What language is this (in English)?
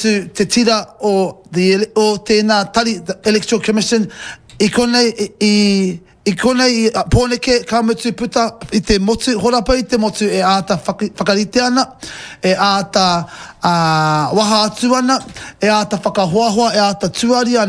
Māori